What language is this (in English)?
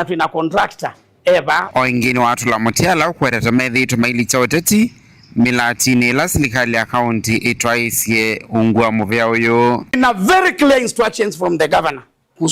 Kamba